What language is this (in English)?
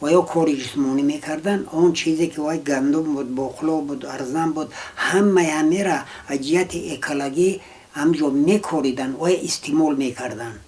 Tajik